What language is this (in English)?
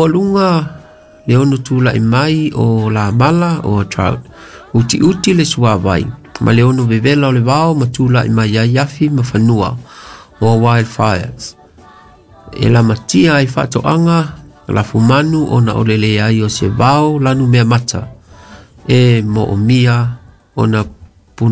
Samoan